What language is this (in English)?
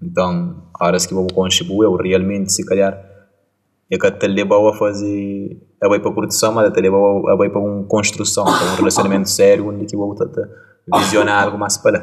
Kabuverdianu